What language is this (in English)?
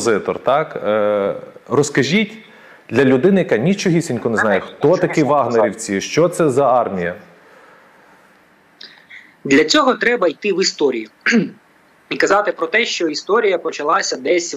Ukrainian